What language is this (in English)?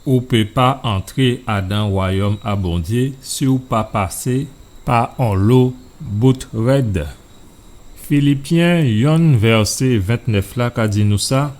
Guadeloupean Creole French